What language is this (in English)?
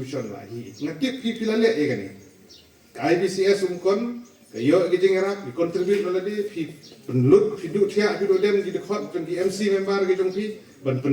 Khasi